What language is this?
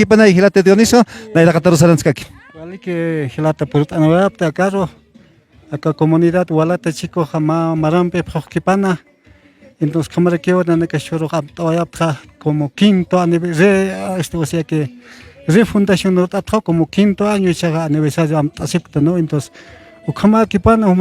Aymara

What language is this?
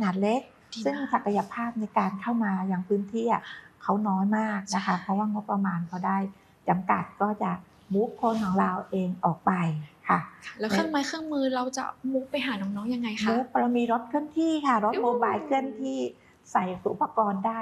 Thai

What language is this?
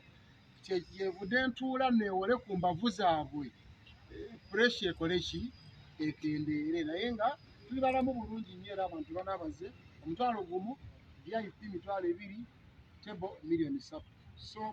Ganda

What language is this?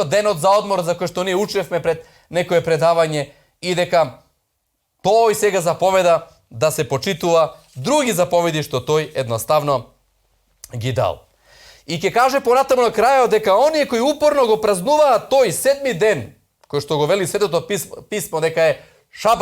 Macedonian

